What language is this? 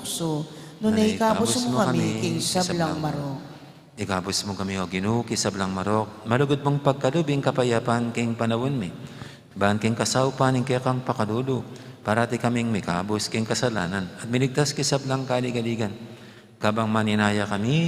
Pampanga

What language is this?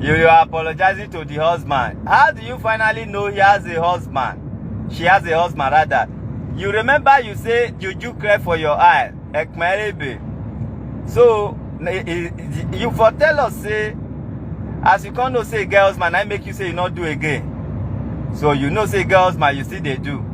Nigerian Pidgin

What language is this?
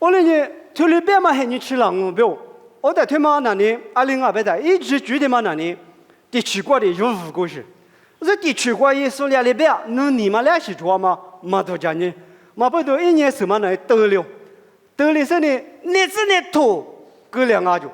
Lisu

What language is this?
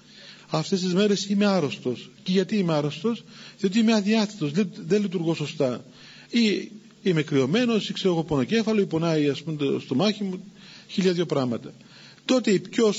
Greek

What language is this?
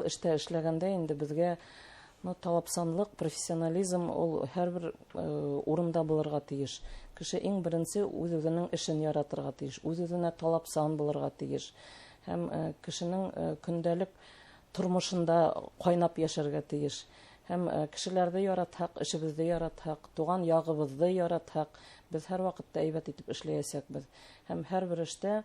Bashkir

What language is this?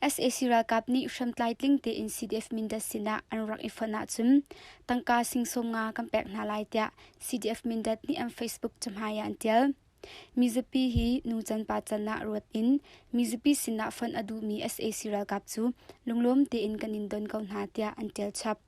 Hakha Chin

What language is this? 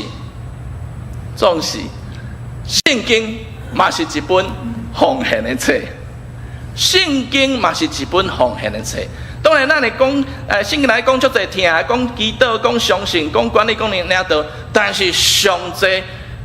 Min Nan Chinese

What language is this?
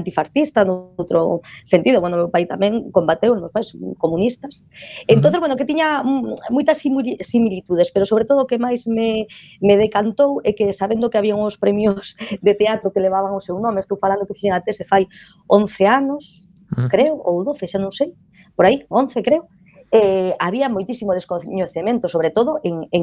Galician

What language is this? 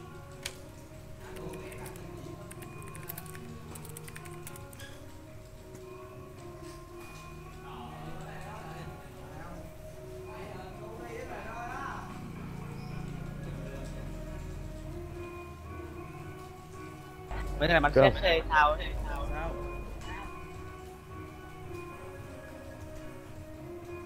Vietnamese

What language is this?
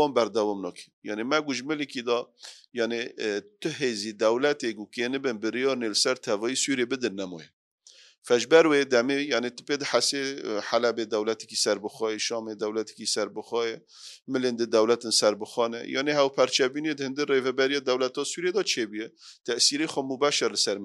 Kurdish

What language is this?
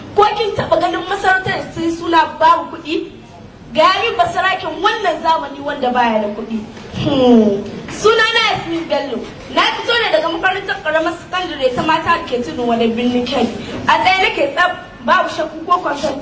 Hausa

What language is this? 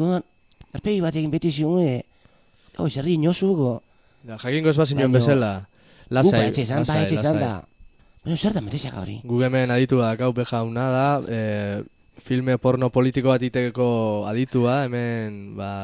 Basque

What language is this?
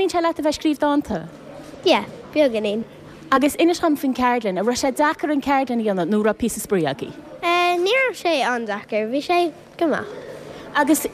Irish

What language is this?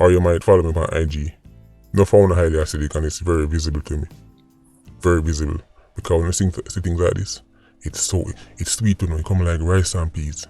Jamaican Creole English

